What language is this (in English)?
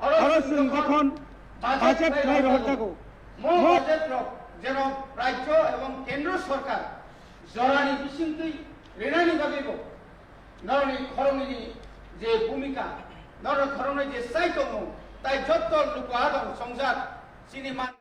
Kok Borok